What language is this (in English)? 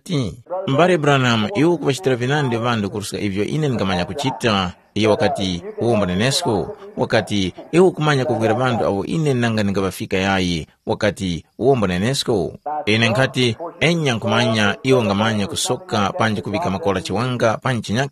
Tumbuka